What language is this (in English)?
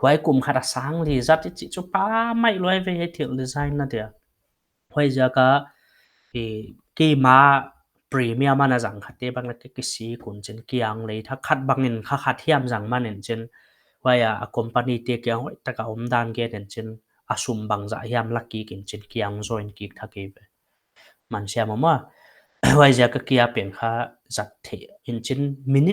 Paite Chin